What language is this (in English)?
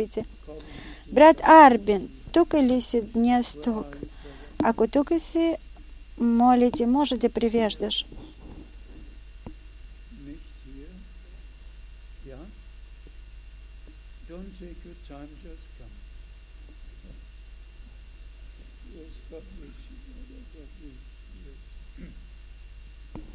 Bulgarian